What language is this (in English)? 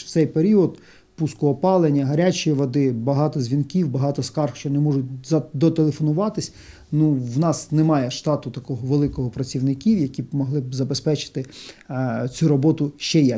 Ukrainian